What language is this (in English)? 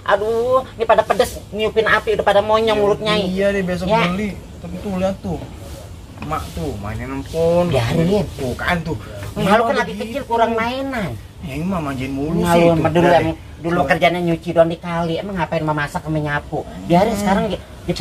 Betawi